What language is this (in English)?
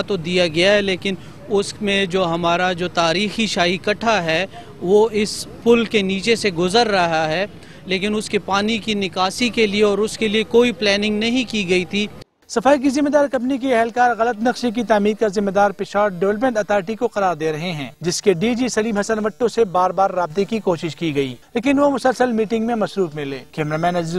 Urdu